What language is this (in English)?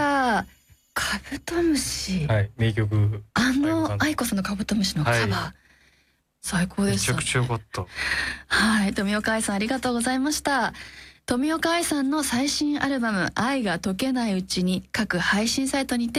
Japanese